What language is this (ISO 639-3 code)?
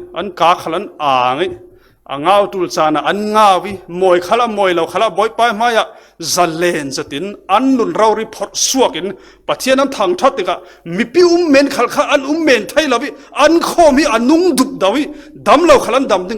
cfm